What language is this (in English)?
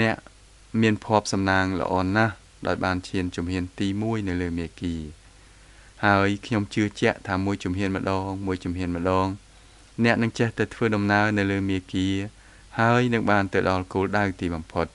Khmer